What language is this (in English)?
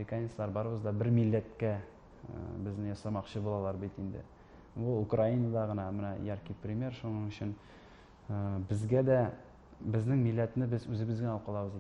Tatar